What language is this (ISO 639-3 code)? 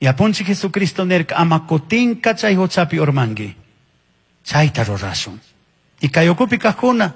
qug